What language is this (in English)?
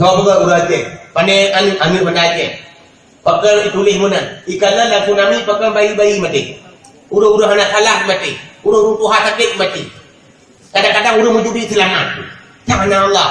Achinese